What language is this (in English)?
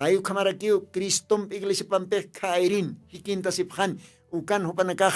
Aymara